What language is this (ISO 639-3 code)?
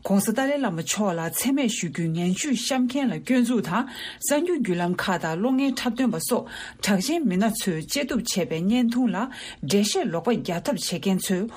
bod